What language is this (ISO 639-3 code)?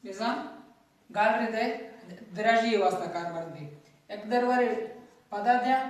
bal